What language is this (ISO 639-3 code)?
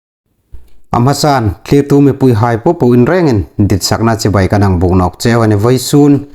hmr